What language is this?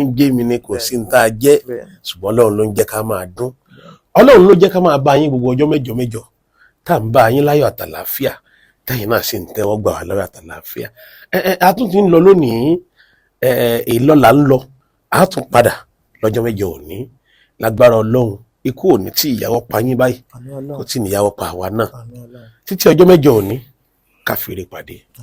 Yoruba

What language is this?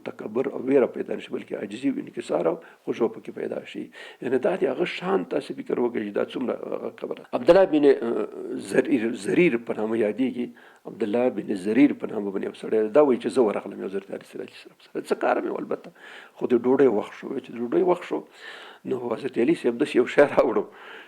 Pashto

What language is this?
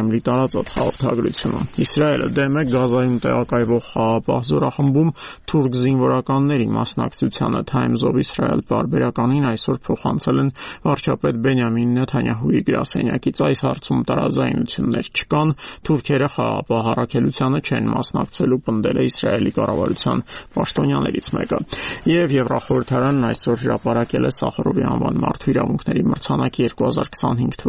Armenian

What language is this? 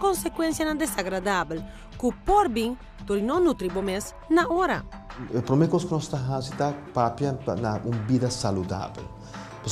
Papiamento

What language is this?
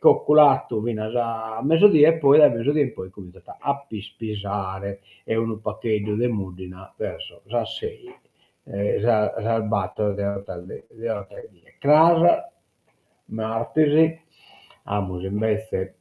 Sardinian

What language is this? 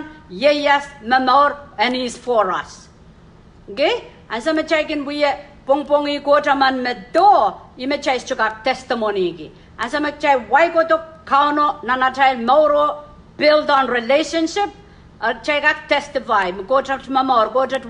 Pohnpeian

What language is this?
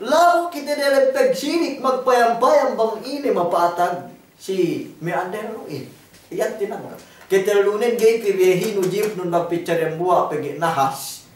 Yakan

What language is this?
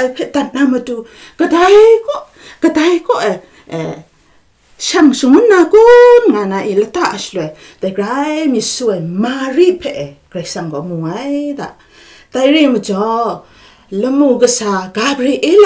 Kachin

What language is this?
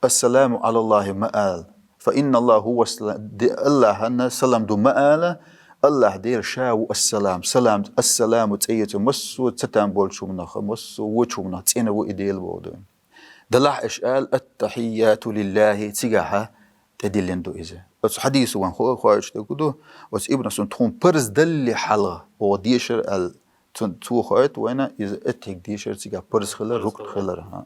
Chechen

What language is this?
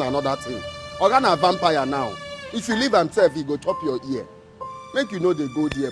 Nigerian Pidgin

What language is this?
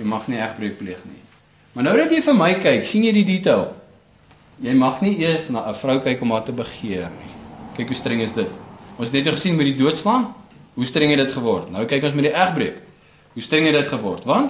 Afrikaans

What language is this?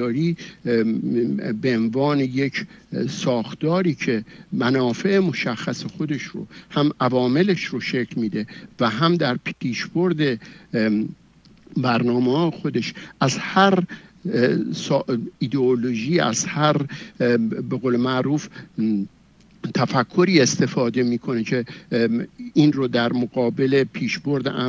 Persian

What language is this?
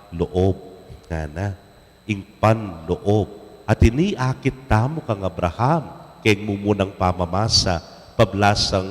Pampanga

